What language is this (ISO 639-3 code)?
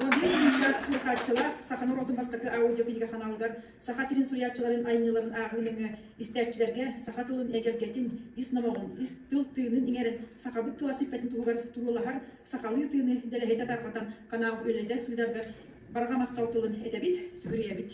sah